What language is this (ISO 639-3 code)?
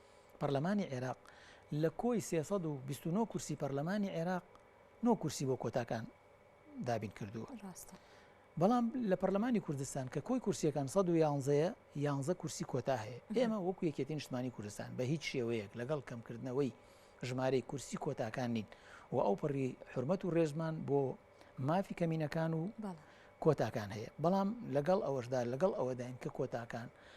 ckb